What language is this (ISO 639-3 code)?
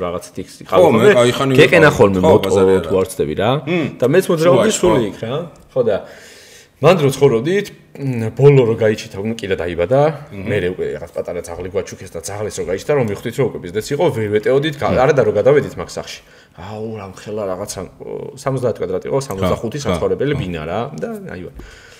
kat